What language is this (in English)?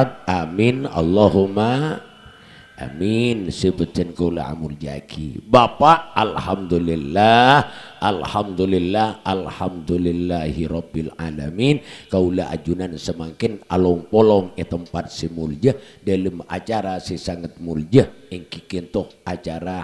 Madurese